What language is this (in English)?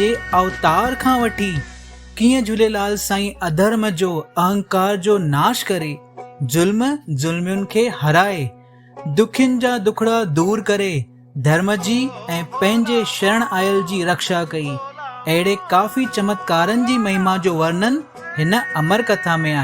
Sindhi